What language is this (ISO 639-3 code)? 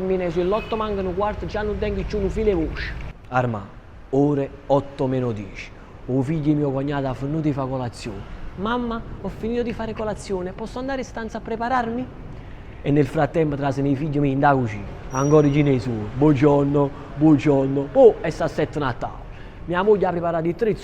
nap